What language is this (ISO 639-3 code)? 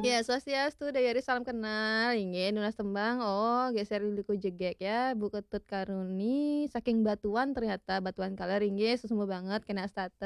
ban